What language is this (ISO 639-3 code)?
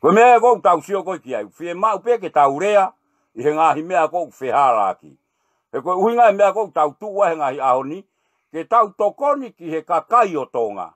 ton